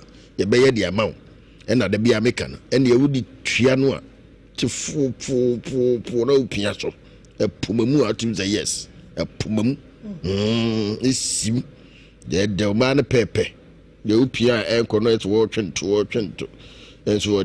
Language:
Akan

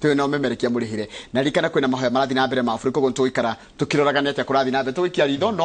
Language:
Kikuyu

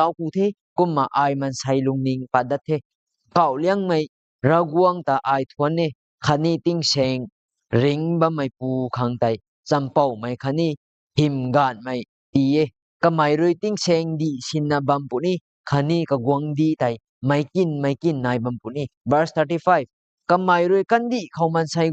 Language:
Rongmei Naga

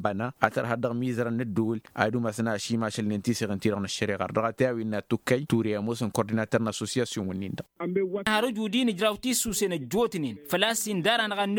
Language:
Tamasheq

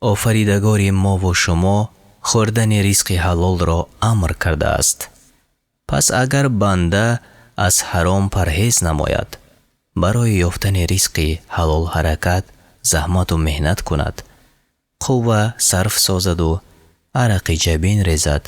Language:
Tajik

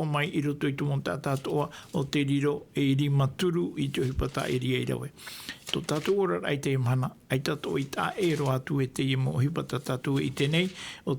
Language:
Tahitian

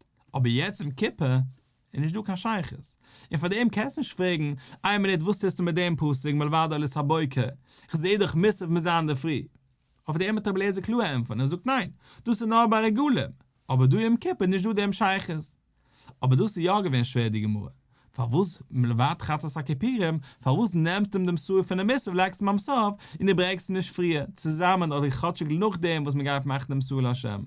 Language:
Yiddish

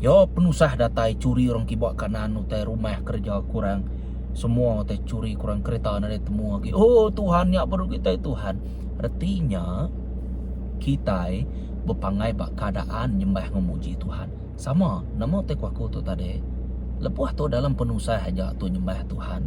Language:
Iban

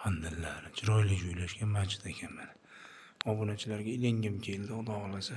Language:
Uzbek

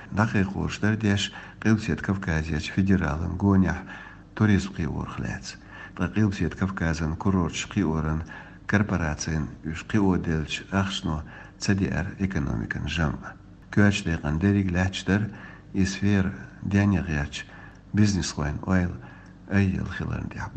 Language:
Chechen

